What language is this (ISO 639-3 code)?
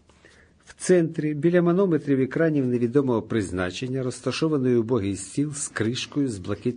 ukr